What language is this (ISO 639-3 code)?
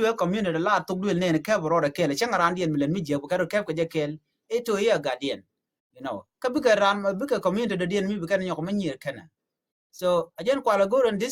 nus